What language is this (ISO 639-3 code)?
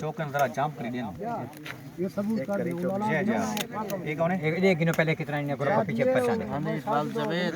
skr